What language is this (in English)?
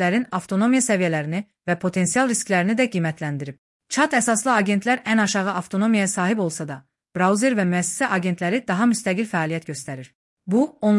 Azerbaijani